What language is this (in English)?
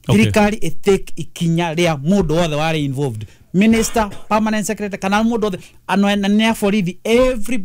Kikuyu